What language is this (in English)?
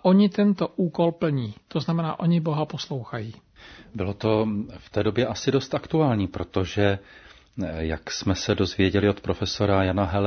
Czech